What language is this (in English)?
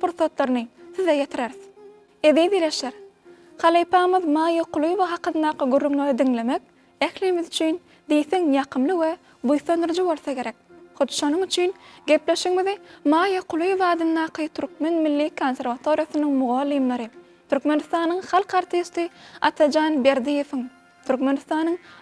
Turkmen